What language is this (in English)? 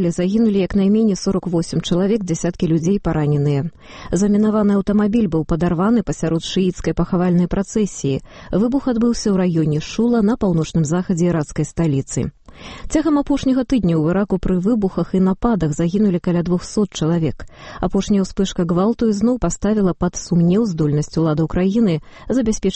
Belarusian